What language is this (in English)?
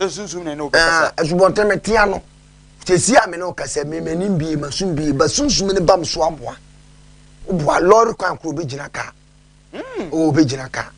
Akan